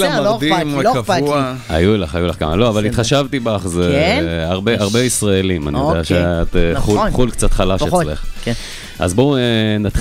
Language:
Hebrew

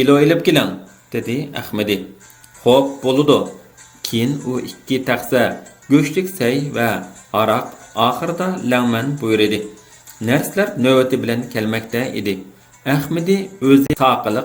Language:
Uyghur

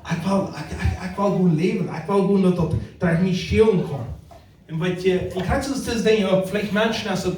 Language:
Plautdietsch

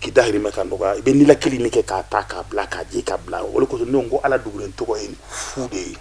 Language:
Bambara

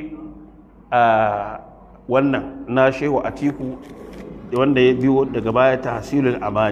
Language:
Hausa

